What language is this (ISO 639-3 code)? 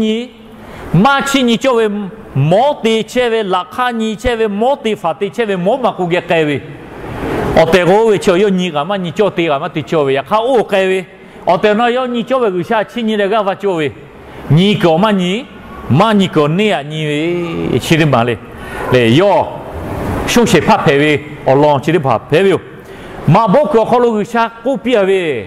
lhu